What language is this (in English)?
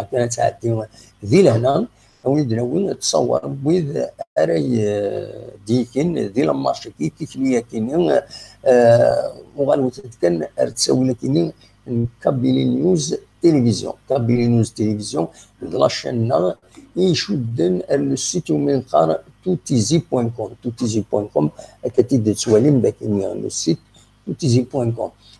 Kabyle